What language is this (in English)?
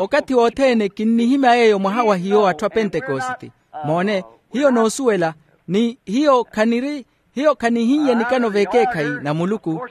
Makhuwa